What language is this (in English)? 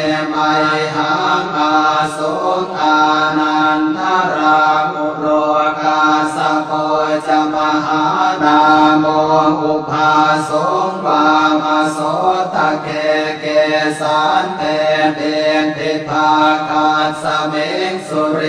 Pali